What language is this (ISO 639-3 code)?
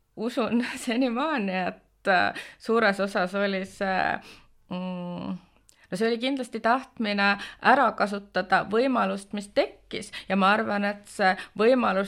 est